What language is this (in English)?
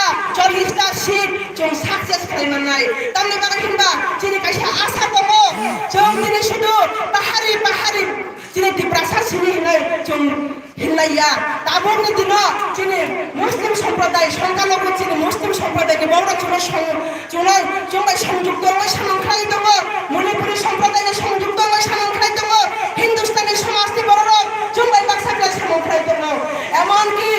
Kok Borok